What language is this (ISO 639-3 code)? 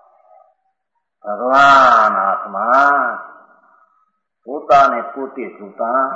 guj